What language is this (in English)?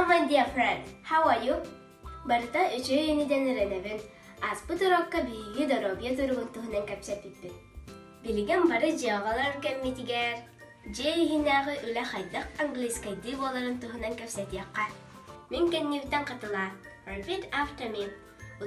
Yakut